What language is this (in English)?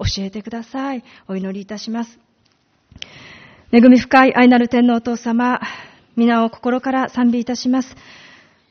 Japanese